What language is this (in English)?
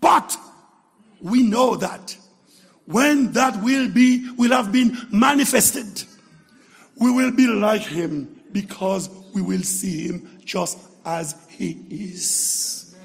Haitian Creole